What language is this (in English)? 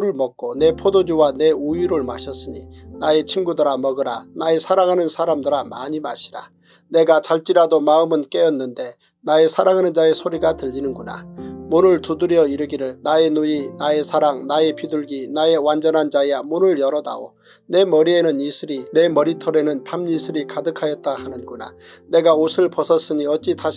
Korean